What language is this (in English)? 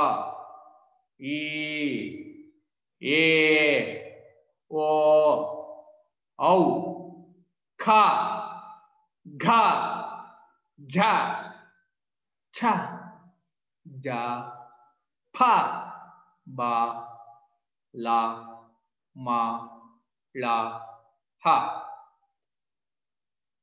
Kannada